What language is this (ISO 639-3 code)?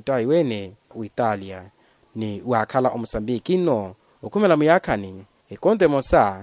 vmw